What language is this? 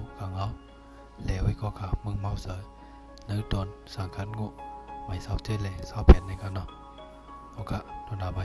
Shan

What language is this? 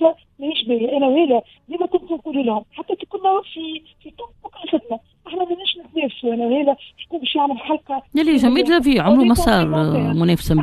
Tunisian Arabic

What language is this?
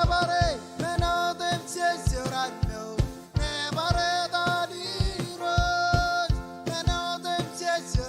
Marshallese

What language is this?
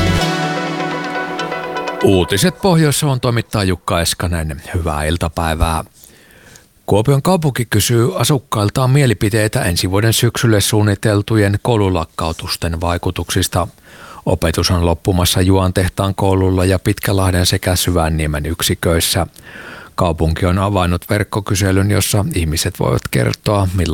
Finnish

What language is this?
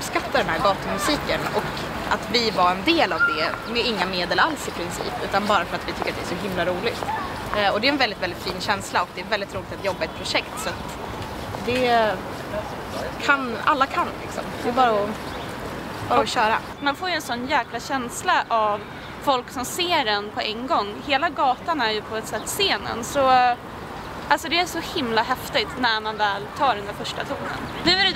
Swedish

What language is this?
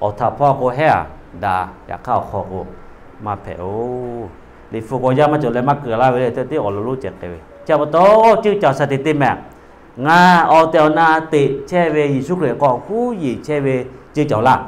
Lahu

